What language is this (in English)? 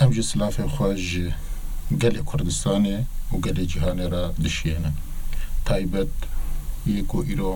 Kurdish